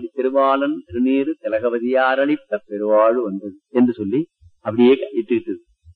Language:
Tamil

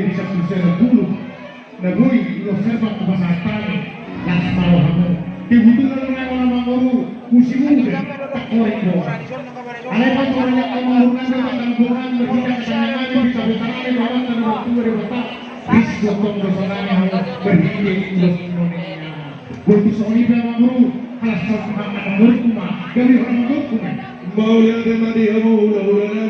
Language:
Batak Toba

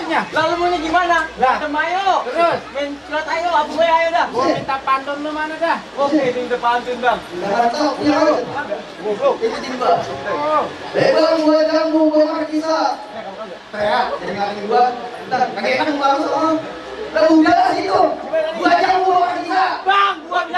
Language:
Betawi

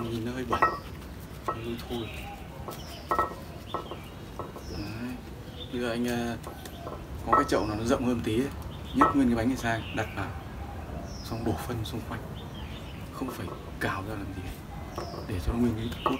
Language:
Vietnamese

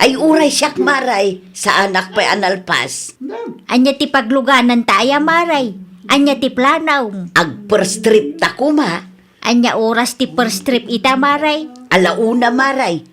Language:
Iloko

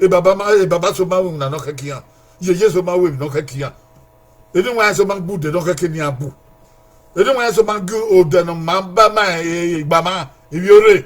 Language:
Bini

